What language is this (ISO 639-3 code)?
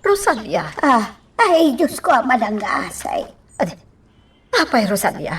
ilo